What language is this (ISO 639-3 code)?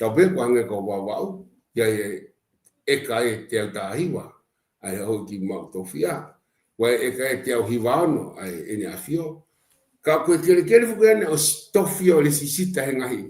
ton